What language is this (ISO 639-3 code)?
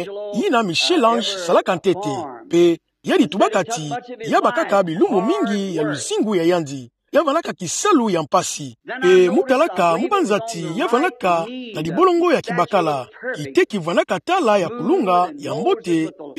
ktu